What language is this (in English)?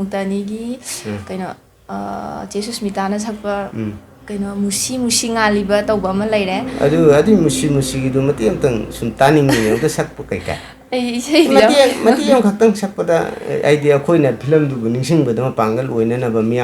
Manipuri